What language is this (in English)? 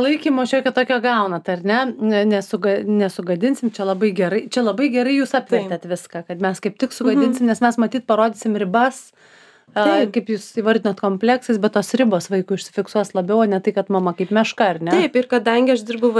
Lithuanian